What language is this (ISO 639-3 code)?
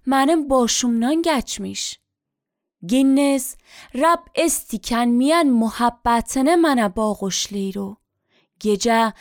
aze